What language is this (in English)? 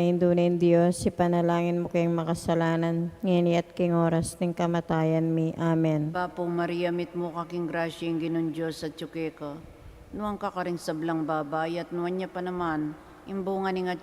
Pampanga